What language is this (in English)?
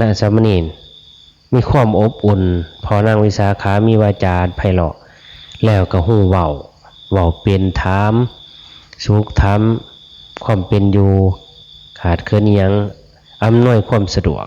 Northeastern Thai